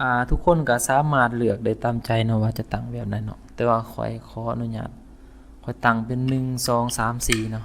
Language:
Lao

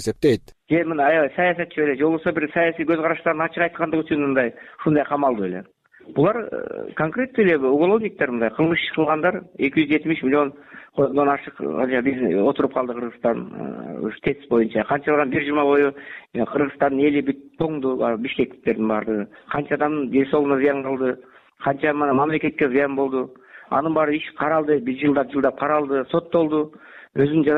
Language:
Kyrgyz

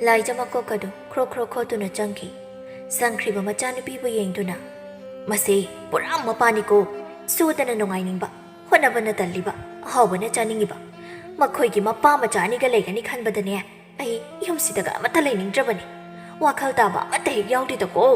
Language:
Manipuri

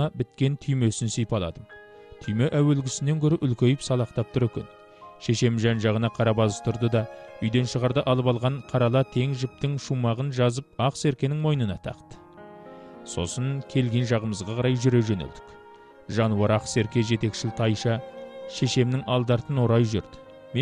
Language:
Kazakh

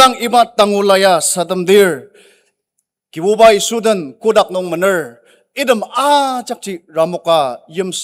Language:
Ao Naga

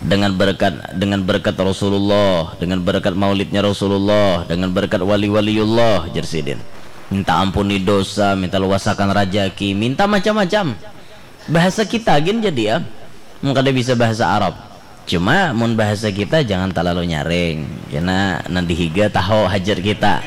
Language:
Banjar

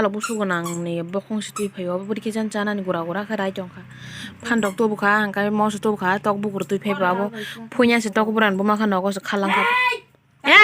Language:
Kok Borok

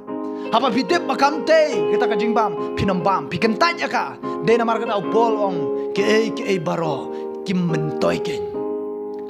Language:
Khasi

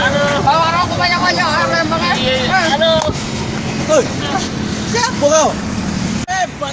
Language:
Musi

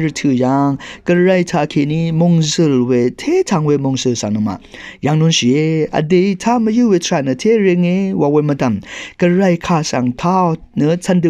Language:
Rawang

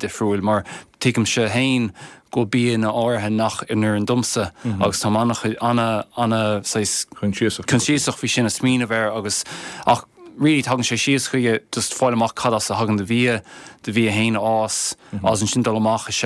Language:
Irish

